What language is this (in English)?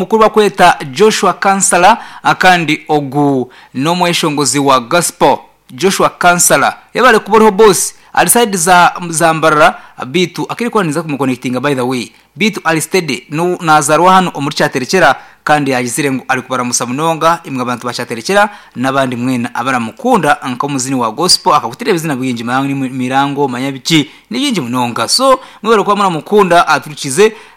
Nyankole